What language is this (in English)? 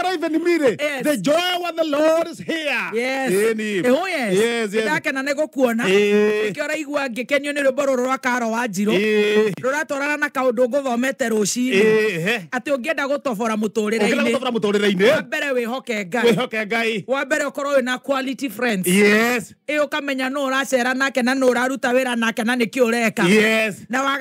Kikuyu